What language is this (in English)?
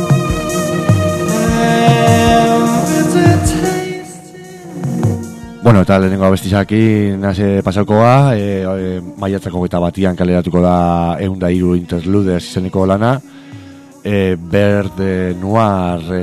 Basque